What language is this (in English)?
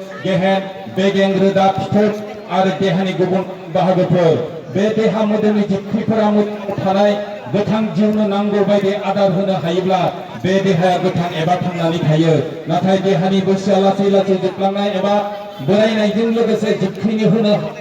Bodo